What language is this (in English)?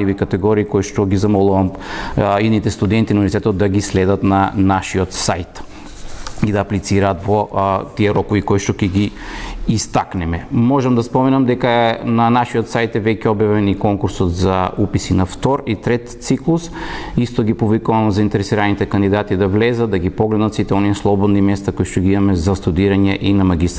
Macedonian